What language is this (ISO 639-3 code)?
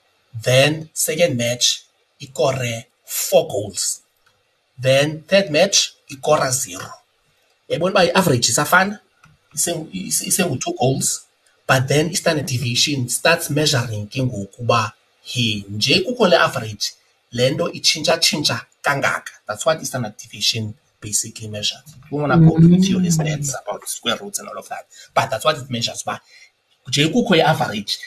xho